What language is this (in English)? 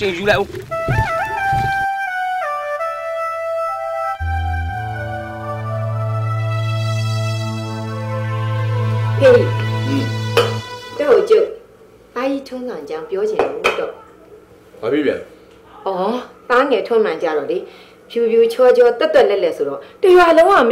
Burmese